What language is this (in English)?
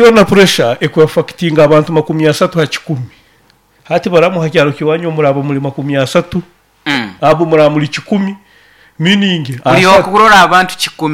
Nyoro